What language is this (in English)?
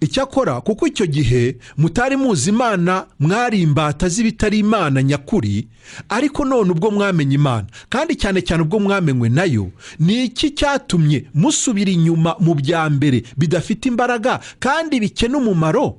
Kinyarwanda